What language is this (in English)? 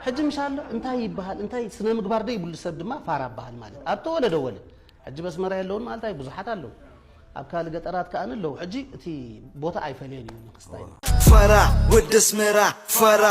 Tigrinya